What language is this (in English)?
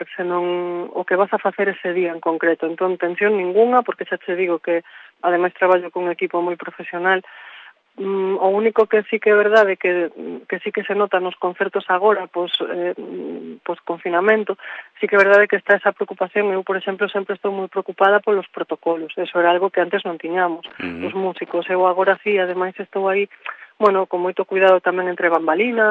Galician